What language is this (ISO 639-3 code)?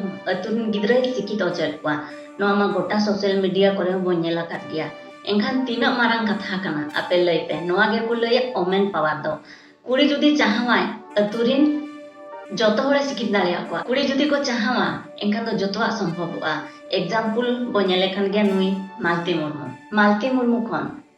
sat